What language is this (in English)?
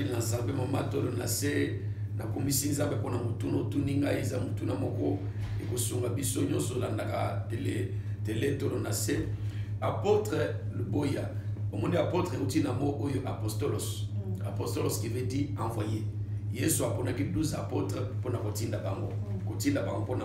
Lingala